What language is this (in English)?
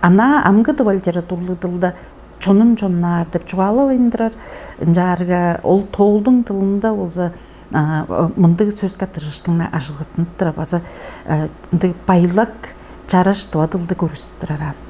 Tuvinian